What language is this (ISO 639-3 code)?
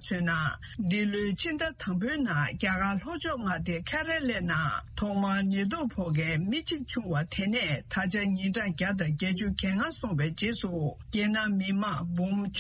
bod